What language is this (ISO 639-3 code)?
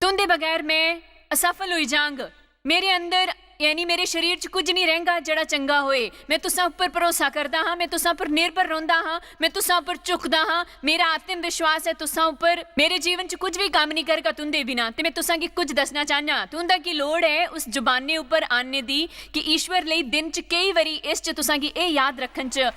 doi